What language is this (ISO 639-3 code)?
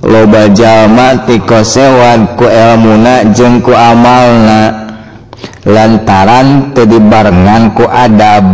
sun